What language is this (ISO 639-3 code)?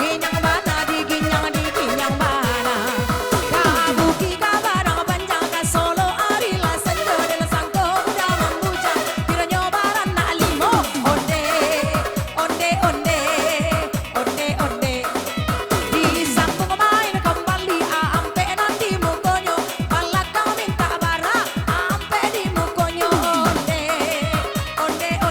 min